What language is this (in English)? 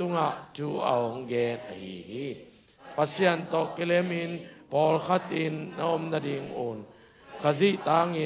Tedim Chin